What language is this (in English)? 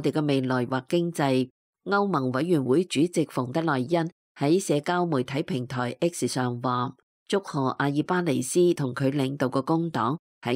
Cantonese